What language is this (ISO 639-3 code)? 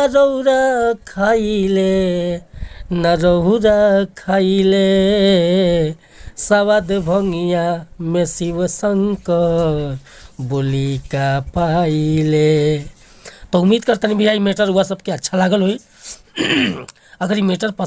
bho